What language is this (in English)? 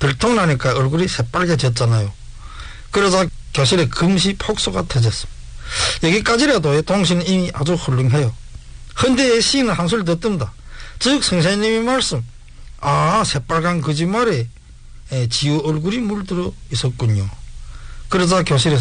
Korean